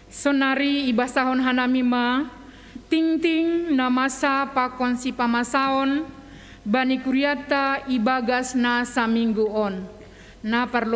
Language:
Batak Simalungun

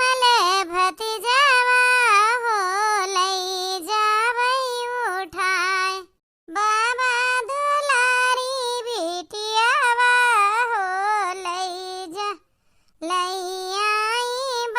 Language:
Awadhi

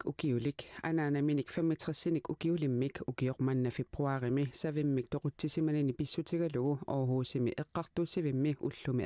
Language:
Kalaallisut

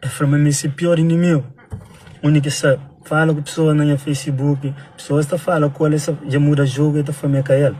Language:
Kabuverdianu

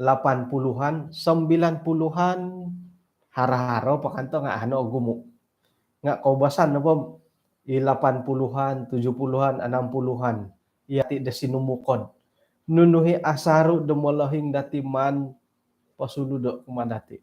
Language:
Central Dusun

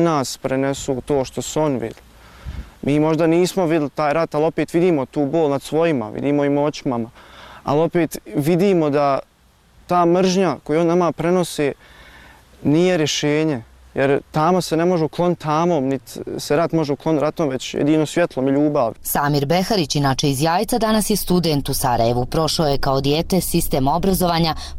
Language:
Bosnian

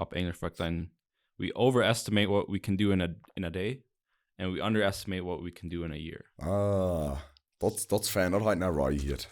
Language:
Plautdietsch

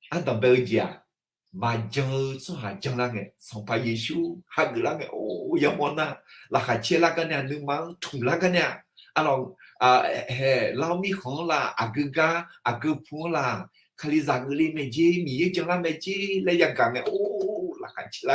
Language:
Akha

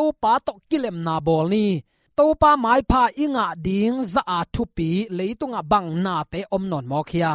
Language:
Tedim Chin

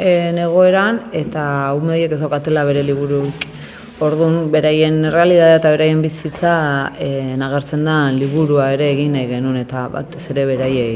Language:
Basque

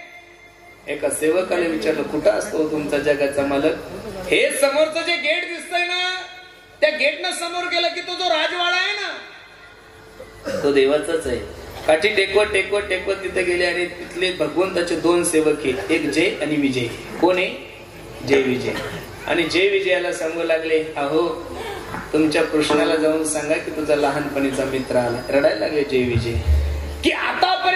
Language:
Marathi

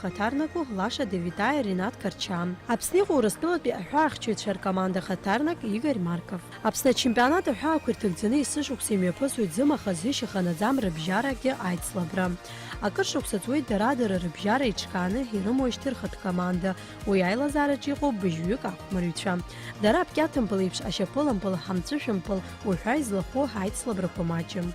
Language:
Abkhazian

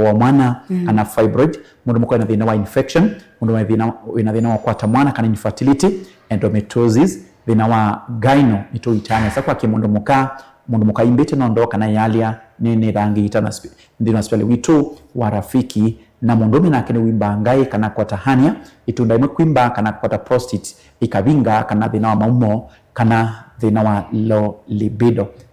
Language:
Kamba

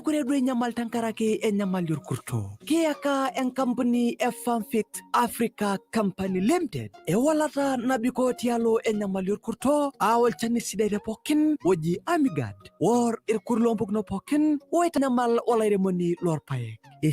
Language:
Masai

